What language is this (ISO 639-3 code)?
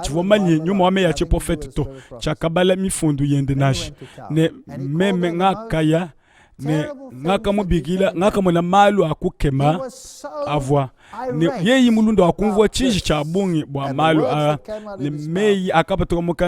lua